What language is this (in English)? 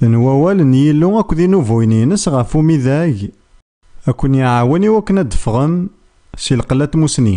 Kabyle